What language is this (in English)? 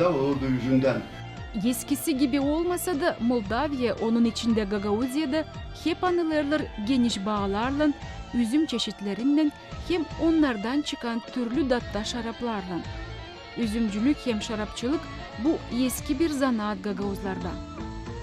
Gagauz